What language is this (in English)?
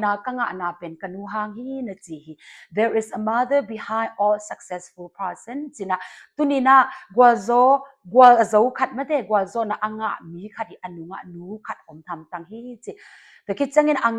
Tedim Chin